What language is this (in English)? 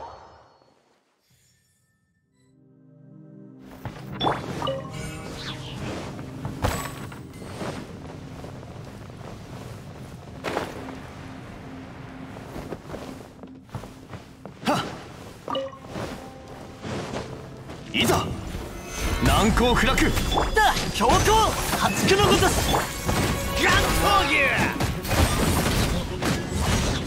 Japanese